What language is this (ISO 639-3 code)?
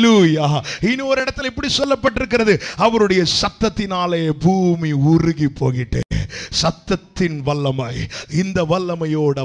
tam